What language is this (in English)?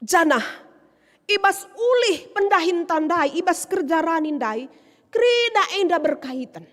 Batak Karo